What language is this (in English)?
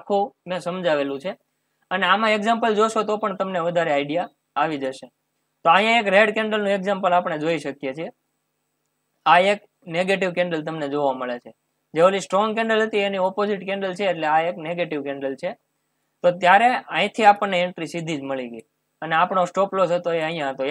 Gujarati